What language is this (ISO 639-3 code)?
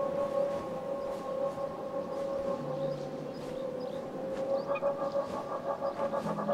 deu